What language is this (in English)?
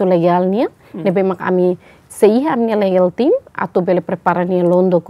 Tetum